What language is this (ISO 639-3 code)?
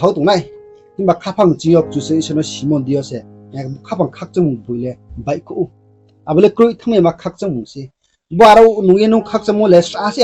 ria